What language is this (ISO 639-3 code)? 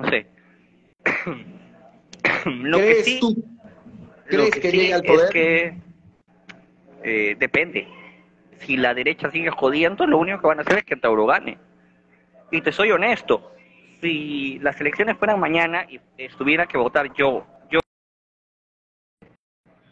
spa